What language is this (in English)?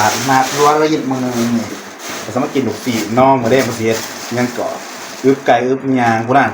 Northeastern Thai